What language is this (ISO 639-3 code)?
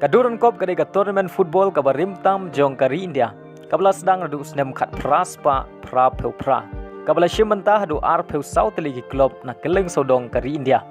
kha